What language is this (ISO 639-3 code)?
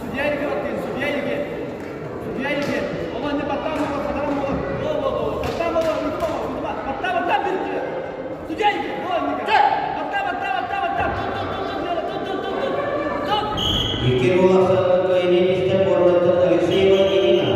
sah